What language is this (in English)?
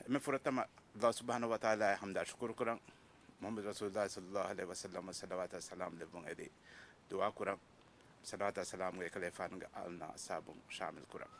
Divehi